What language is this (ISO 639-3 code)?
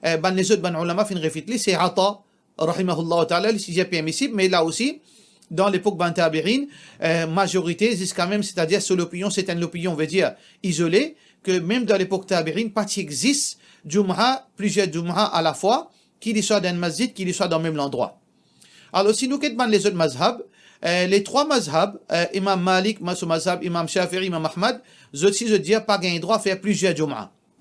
mfe